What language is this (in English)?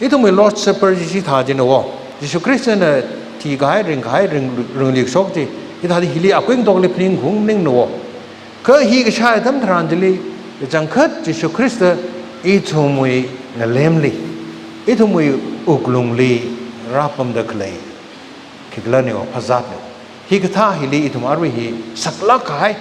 Tangkhul Naga (India)